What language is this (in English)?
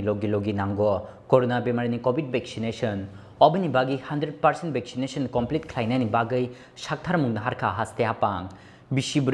Kok Borok